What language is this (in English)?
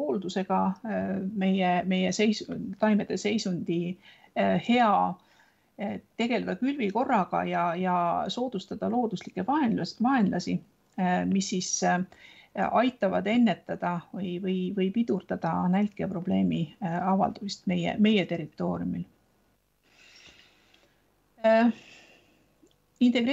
Estonian